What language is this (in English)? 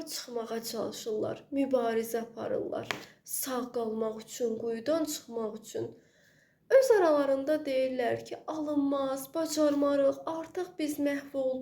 Azerbaijani